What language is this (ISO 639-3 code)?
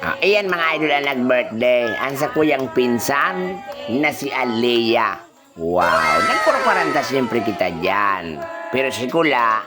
bik